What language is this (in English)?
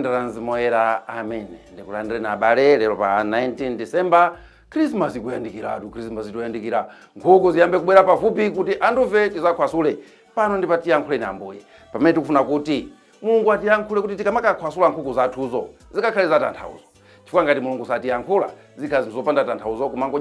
Nyanja